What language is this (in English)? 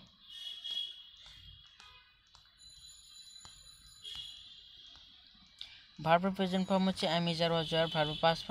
Bangla